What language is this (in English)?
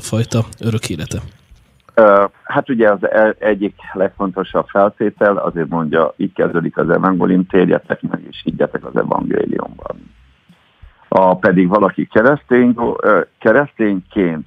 Hungarian